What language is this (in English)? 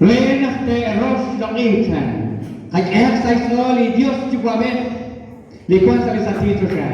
Kekchí